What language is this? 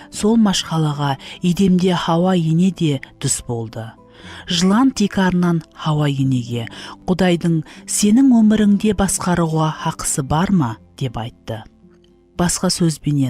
Kara-Kalpak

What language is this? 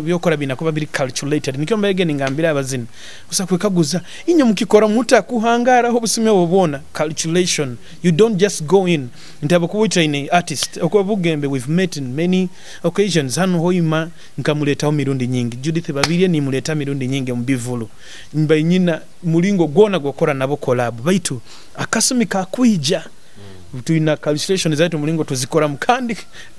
Nyoro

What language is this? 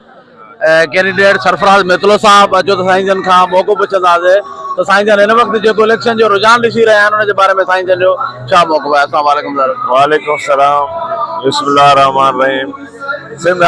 Sindhi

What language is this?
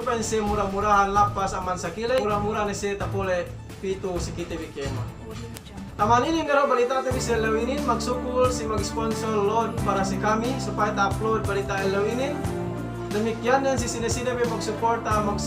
Yakan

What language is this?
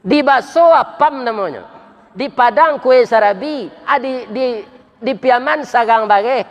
Minangkabau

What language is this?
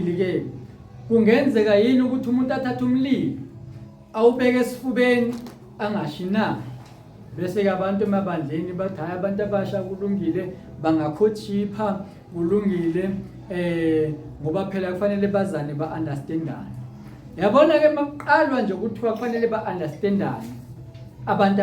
Zulu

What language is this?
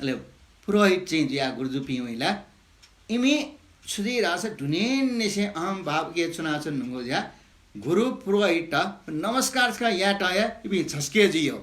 Newari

